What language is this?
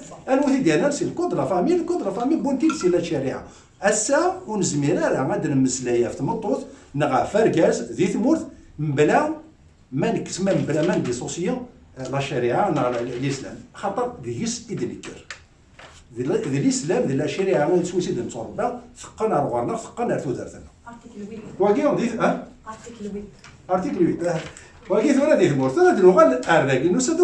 Kabyle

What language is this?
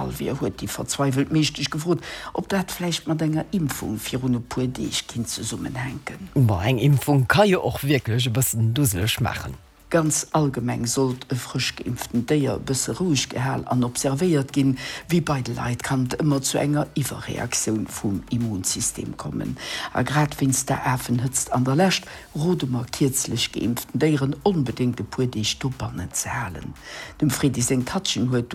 Luxembourgish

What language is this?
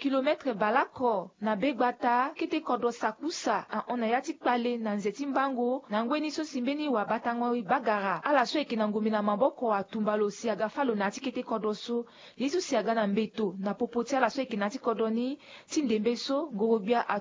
Sango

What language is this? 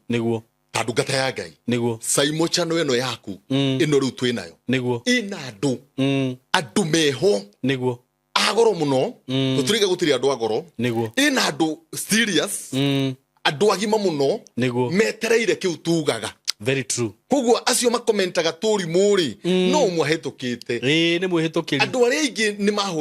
Kikuyu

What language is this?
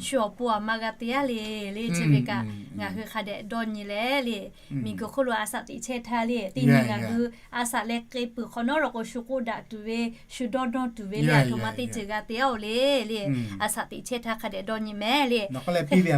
Lahu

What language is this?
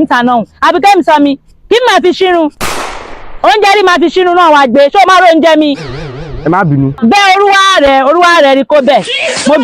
Yoruba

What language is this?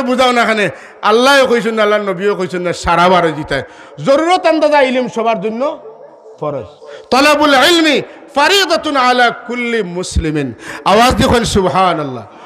Sylheti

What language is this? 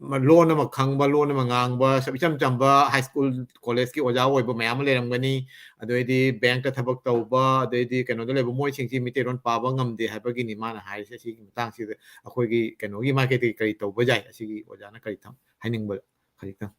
Manipuri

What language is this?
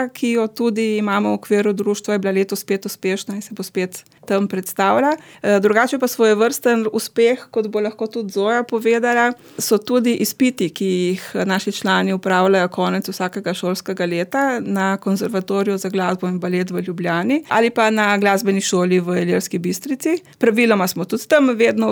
Slovenian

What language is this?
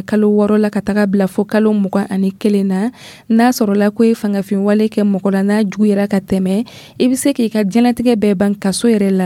Dyula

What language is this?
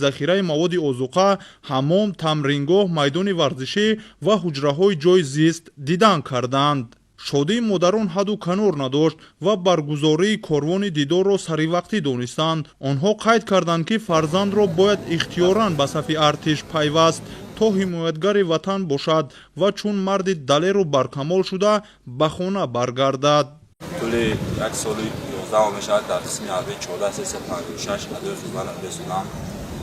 Tajik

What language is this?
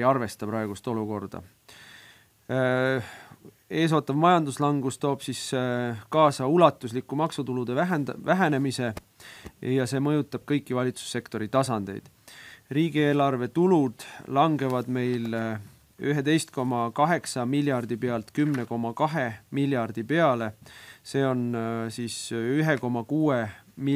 Estonian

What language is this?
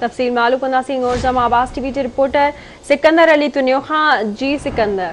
Sindhi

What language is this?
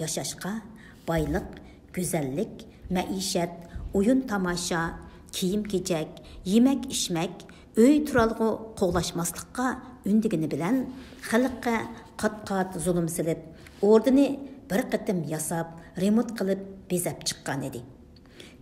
Uyghur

